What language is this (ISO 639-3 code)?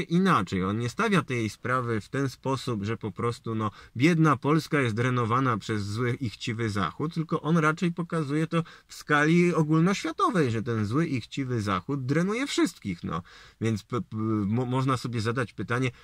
pol